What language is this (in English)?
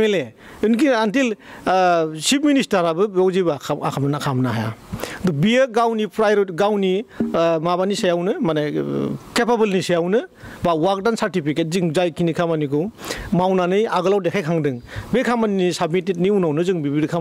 Bodo